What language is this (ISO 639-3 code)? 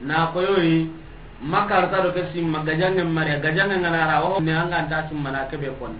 snk